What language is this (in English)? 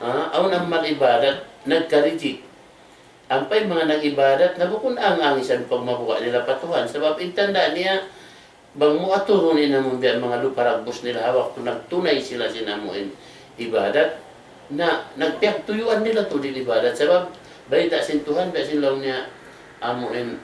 Tausug